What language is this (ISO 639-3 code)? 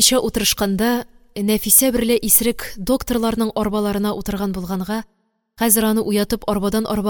tat